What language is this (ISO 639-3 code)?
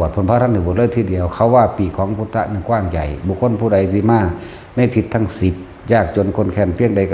tts